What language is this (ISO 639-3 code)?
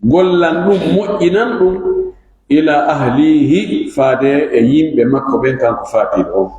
ful